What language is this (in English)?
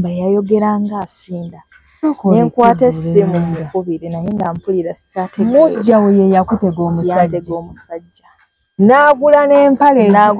Ganda